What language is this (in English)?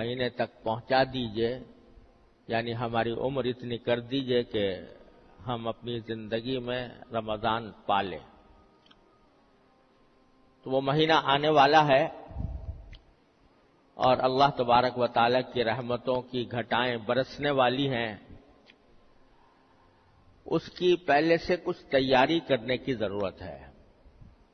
Urdu